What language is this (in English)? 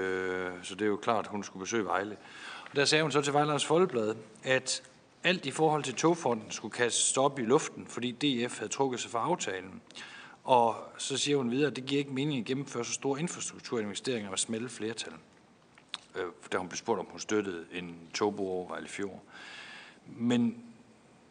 Danish